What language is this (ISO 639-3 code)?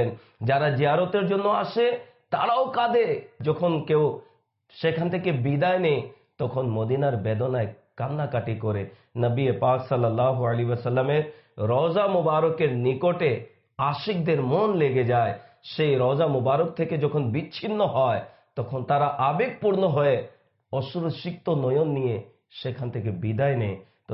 ben